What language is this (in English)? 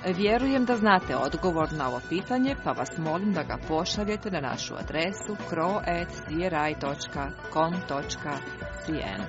Croatian